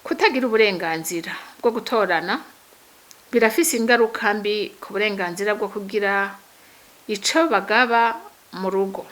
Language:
Rundi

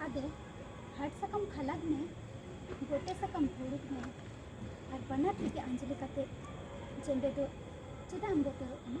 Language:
Santali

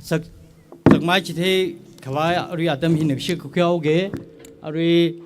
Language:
Tangkhul Naga (India)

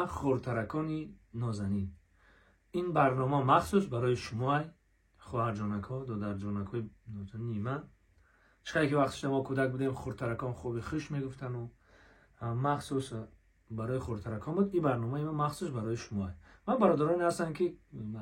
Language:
Tajik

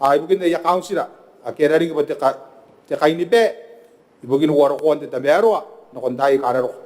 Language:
Gilbertese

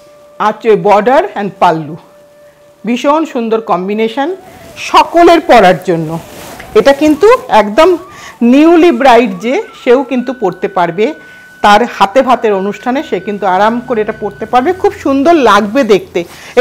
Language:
Bangla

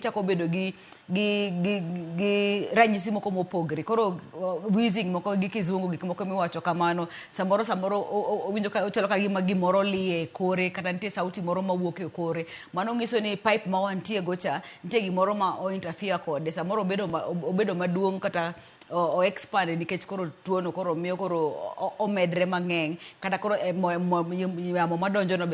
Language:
Luo (Kenya and Tanzania)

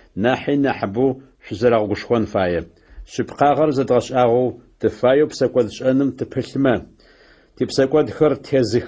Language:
Adyghe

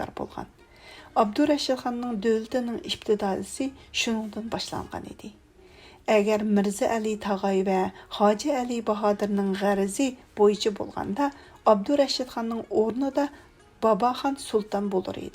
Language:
Uyghur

